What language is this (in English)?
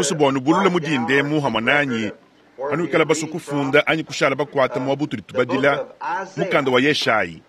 Luba-Lulua